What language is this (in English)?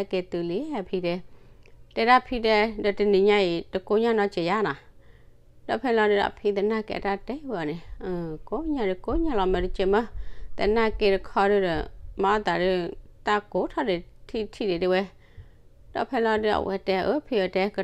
S'gaw Karen